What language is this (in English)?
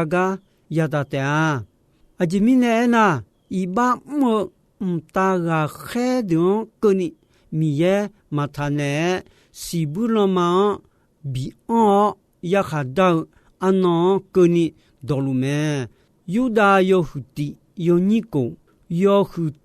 Akha